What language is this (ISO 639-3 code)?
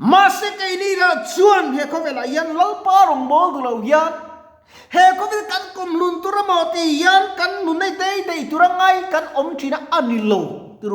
lus